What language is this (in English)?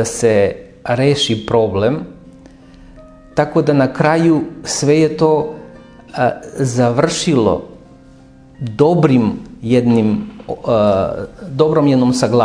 Serbian